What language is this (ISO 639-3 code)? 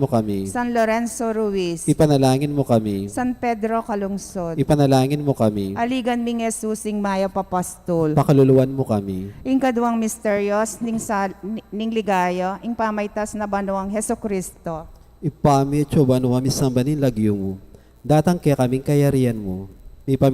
pam